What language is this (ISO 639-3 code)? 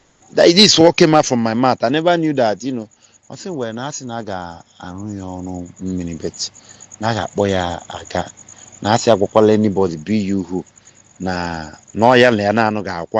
ibo